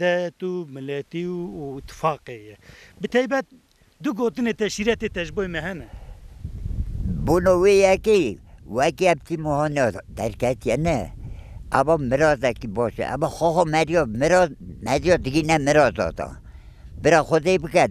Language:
Kurdish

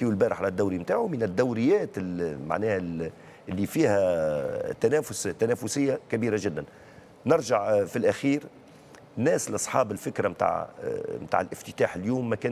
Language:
Tunisian Arabic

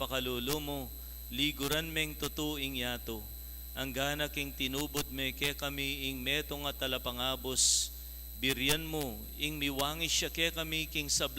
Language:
Pampanga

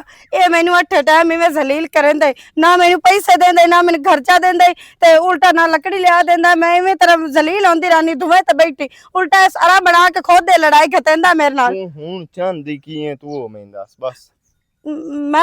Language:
Western Panjabi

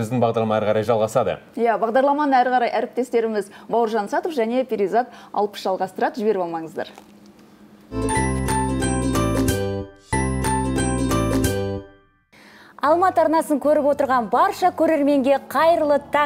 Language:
Kazakh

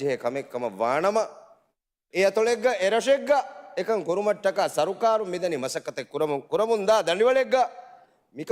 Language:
Divehi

